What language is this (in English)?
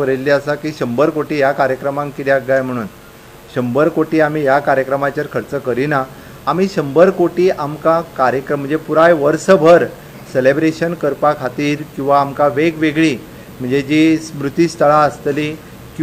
Konkani